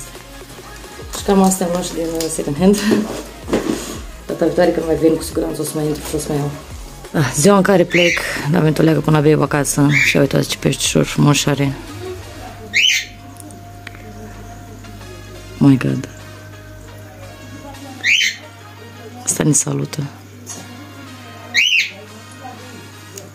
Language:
Romanian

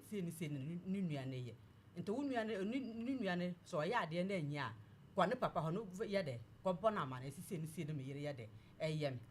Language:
Akan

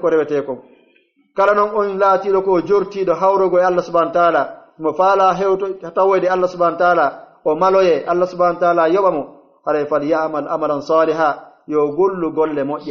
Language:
Pular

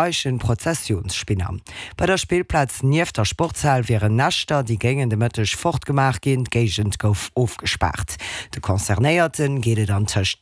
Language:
Luxembourgish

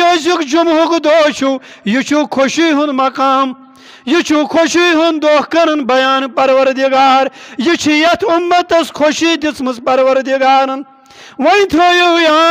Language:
Kashmiri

